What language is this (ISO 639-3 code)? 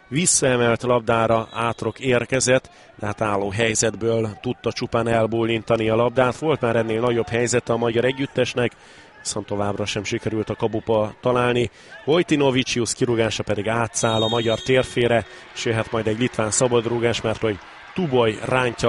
hun